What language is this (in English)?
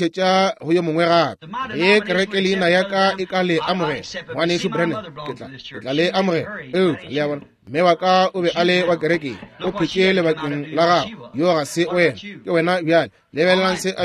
Northern Sotho